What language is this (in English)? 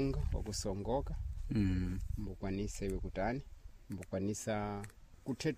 Sena